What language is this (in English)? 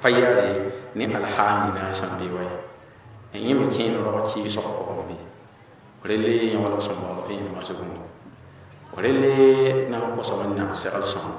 Mossi